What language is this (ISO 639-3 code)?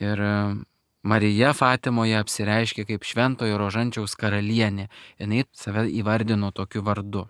lit